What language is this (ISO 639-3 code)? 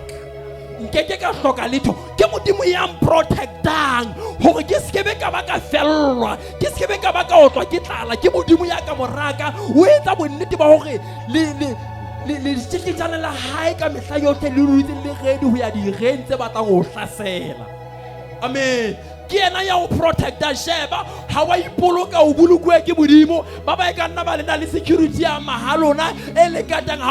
sot